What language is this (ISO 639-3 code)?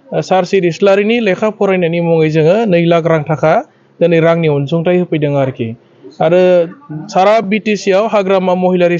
brx